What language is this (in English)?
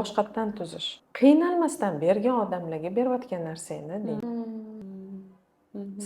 Uzbek